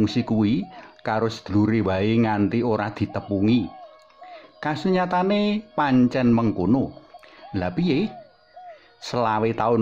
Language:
Javanese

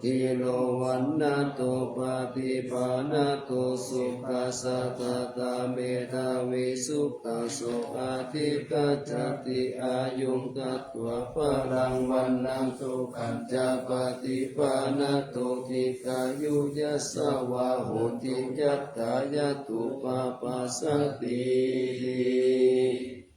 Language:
Pali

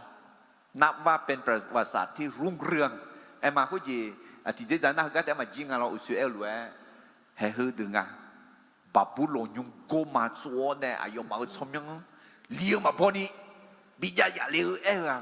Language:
Akha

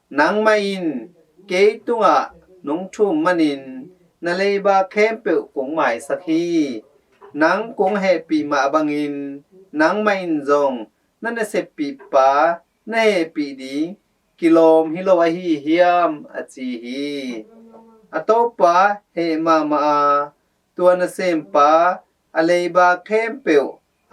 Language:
Tedim Chin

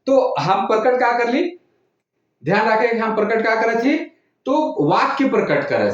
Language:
Sadri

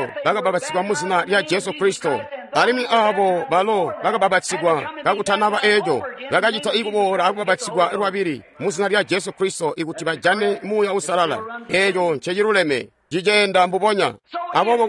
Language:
Tonga (Zambia)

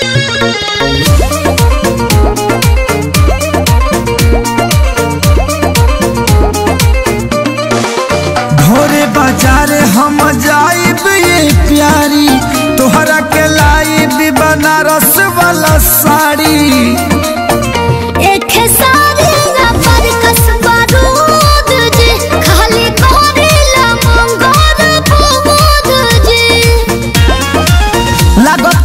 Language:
Bhojpuri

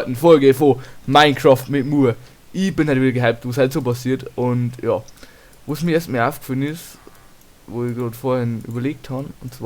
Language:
Bavarian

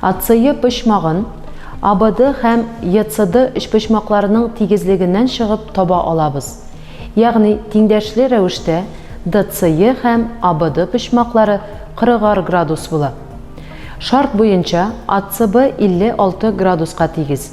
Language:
Tatar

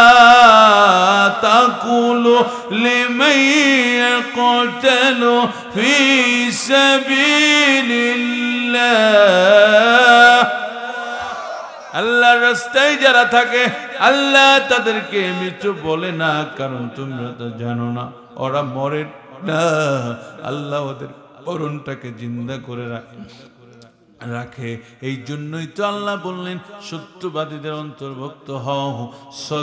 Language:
Bangla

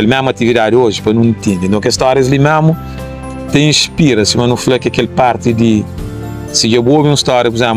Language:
Kabuverdianu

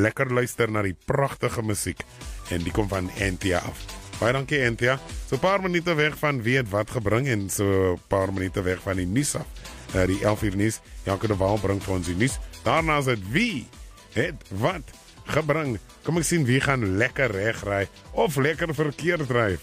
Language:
Afrikaans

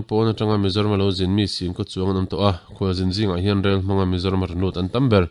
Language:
Mizo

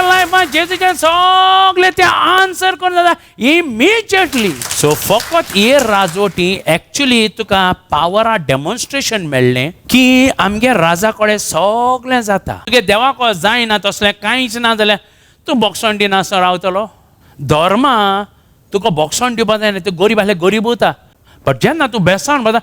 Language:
Konkani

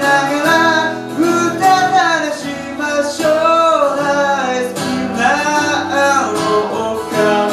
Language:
Japanese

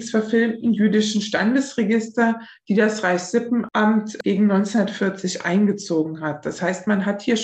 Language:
German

